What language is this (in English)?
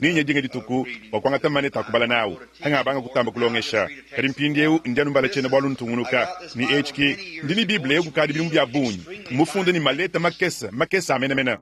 Luba-Lulua